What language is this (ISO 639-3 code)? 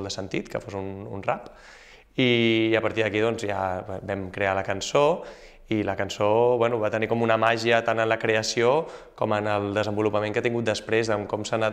cat